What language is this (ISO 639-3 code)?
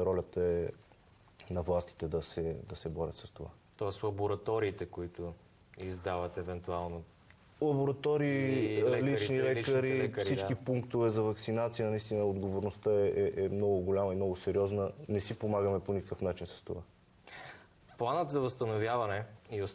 bul